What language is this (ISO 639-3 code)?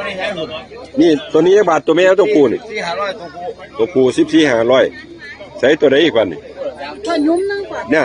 tts